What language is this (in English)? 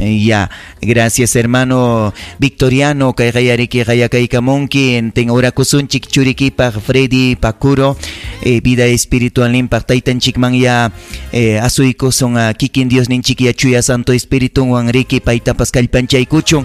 Ayacucho Quechua